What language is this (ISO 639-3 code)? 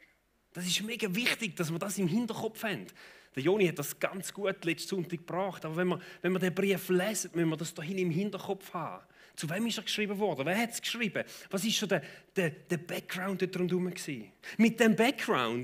gsw